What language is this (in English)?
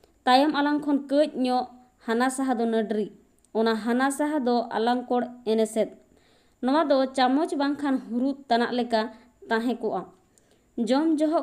Santali